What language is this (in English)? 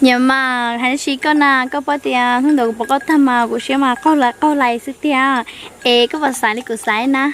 Hmong